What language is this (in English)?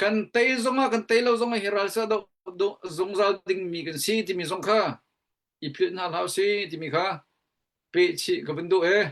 Hakha Chin